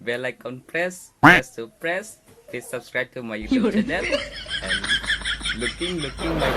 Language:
Karbi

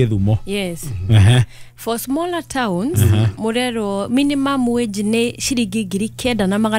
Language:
Kikuyu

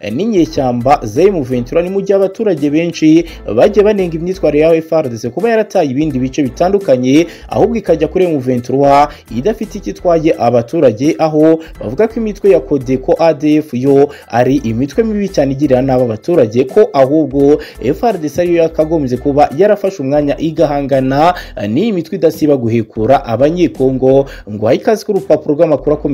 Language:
Kinyarwanda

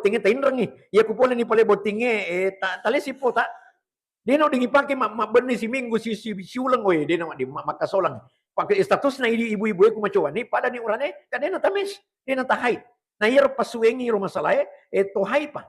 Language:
Buginese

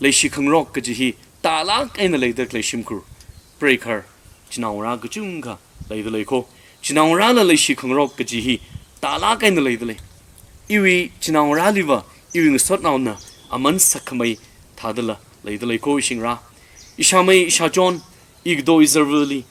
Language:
Tangkhul Naga (India)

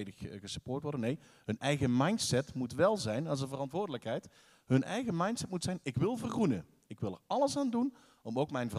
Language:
Dutch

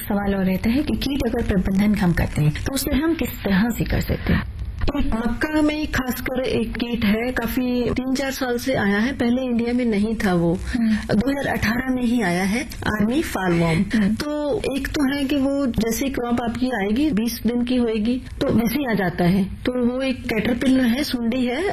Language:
Hindi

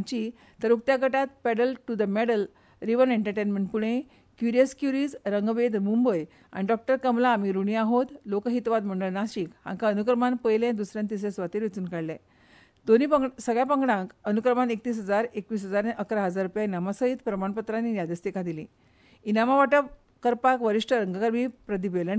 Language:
Konkani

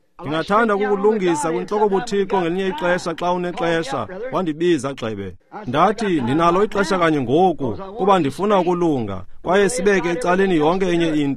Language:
Xhosa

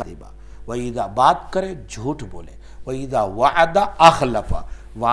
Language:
Urdu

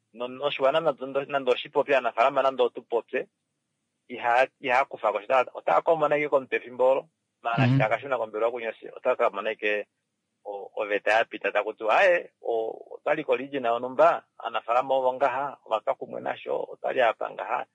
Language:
Kuanyama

